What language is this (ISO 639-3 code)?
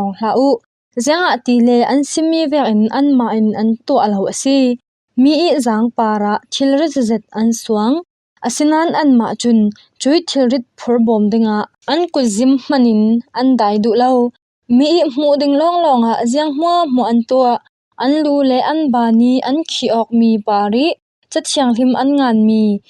cfm